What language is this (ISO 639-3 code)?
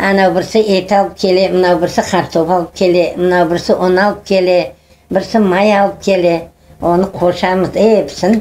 crh